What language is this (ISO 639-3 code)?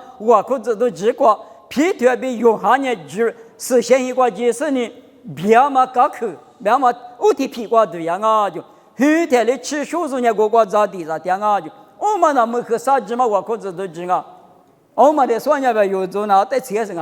lis